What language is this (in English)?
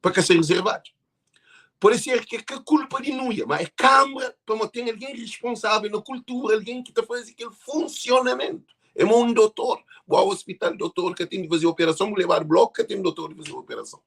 Kabuverdianu